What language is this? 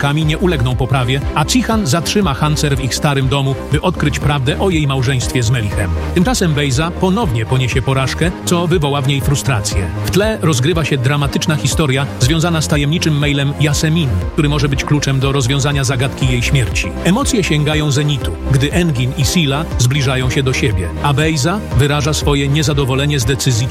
Polish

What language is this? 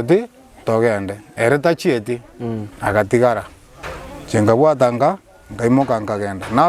Gusii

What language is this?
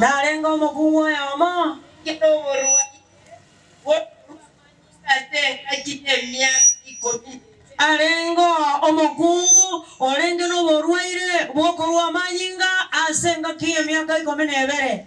Gusii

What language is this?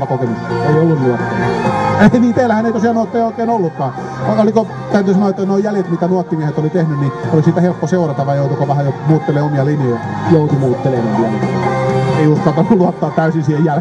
Finnish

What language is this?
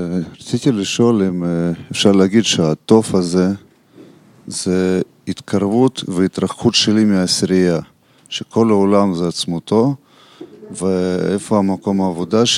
Hebrew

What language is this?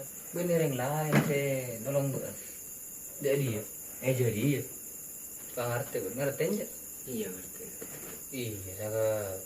Madurese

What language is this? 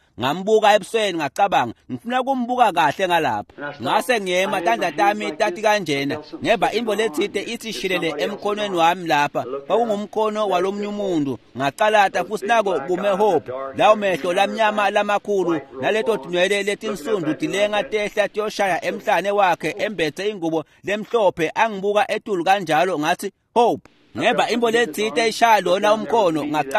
Swati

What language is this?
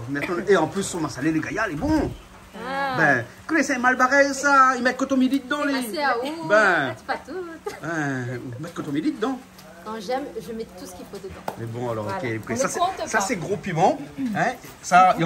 Réunion Creole French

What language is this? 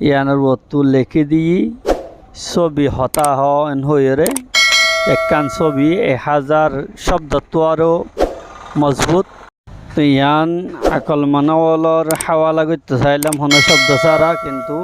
Rohingya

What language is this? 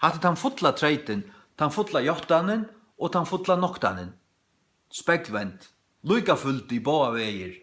Faroese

